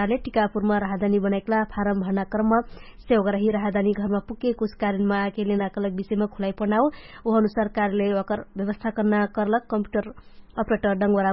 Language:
Dangaura Tharu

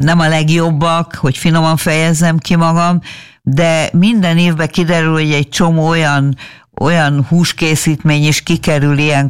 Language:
Hungarian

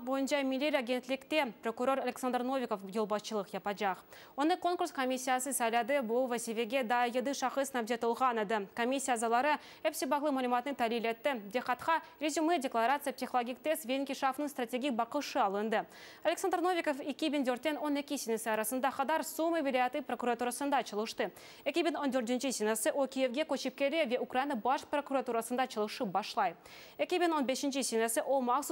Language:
Crimean Tatar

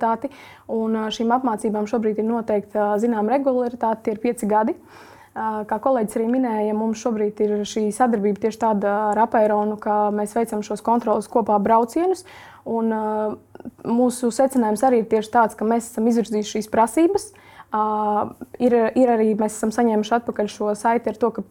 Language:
Latvian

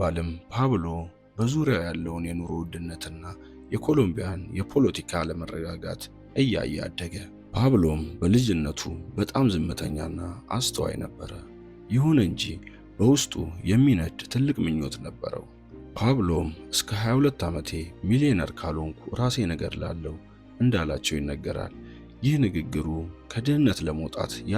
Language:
Amharic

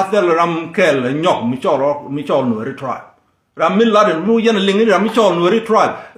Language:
Nuer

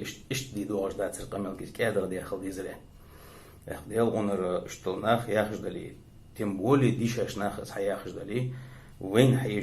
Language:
Ingush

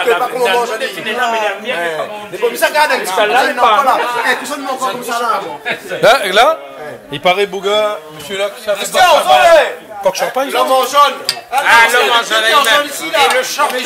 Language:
Réunion Creole French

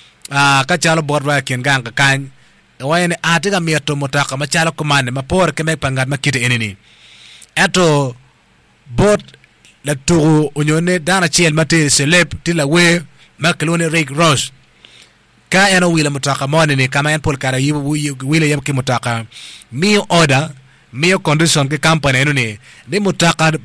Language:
Acoli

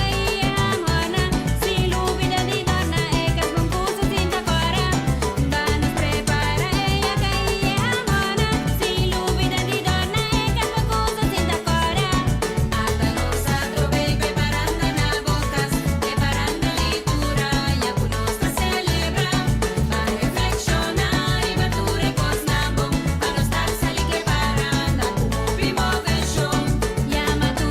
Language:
Papiamento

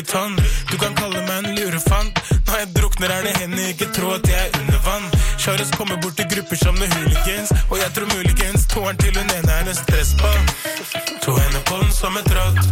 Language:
Norwegian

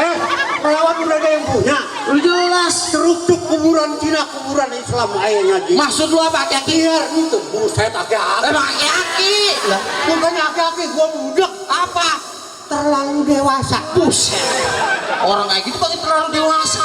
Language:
Betawi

